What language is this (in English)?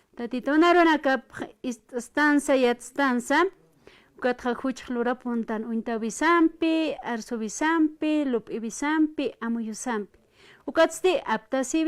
Aymara